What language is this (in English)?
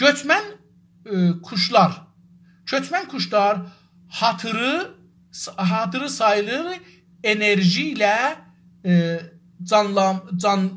South Azerbaijani